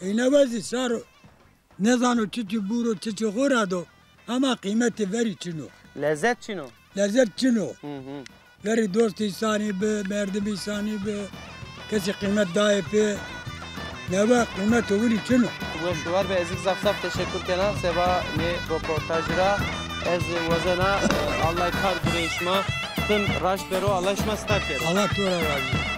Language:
Zaza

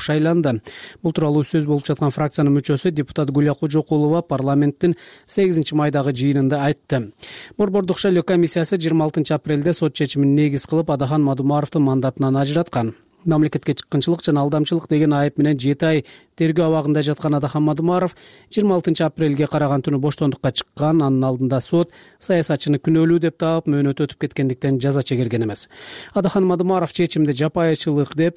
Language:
Kyrgyz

